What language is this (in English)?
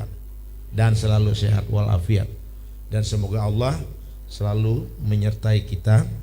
Banjar